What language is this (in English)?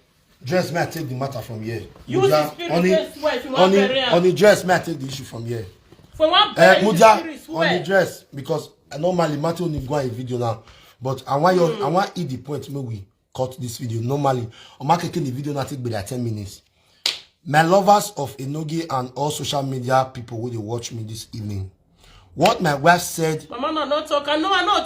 Nigerian Pidgin